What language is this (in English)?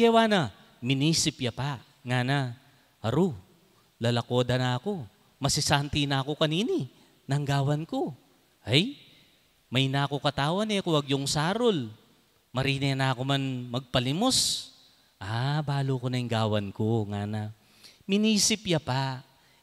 Pampanga